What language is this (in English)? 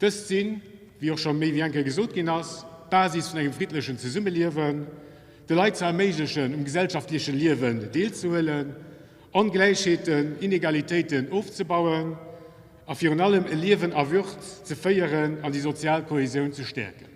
Luxembourgish